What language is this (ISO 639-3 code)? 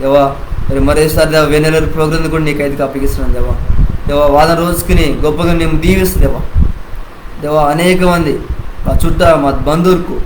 kff